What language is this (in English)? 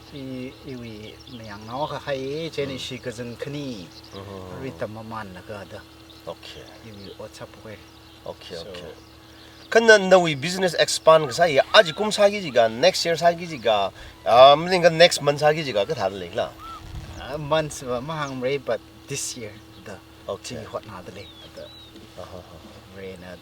Tangkhul Naga (India)